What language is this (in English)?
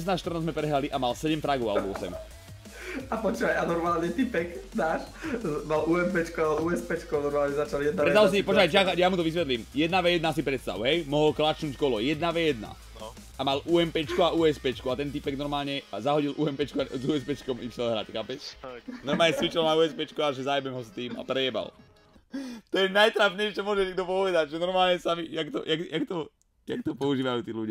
Slovak